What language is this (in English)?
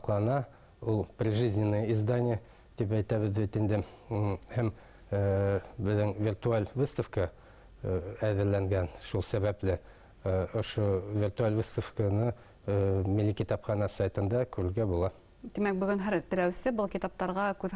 Bashkir